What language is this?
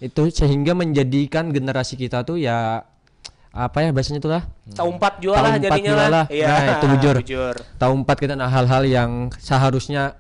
Banjar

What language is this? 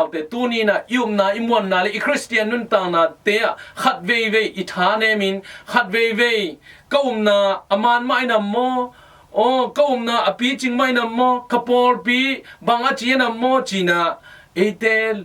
Tedim Chin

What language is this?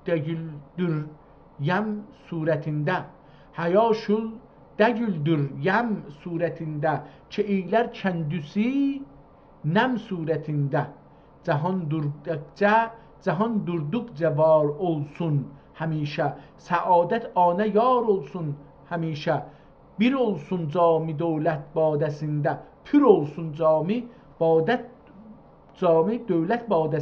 South Azerbaijani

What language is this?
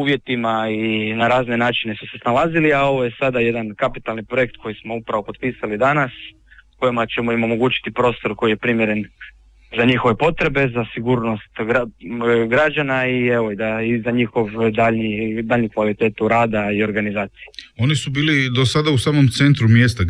Croatian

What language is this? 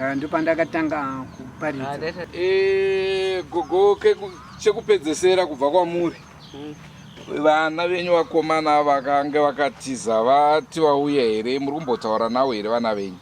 Shona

